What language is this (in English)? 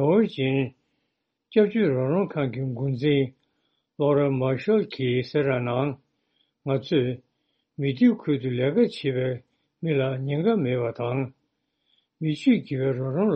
Tibetan